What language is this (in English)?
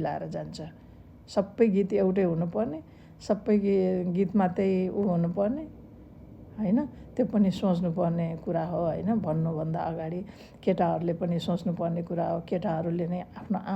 Nepali